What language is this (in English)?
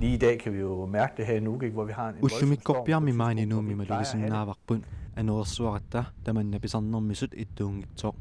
Kalaallisut